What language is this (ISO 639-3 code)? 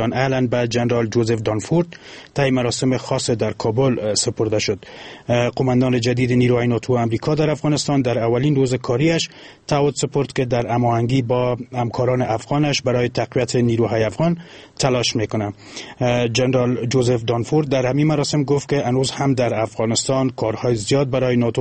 fas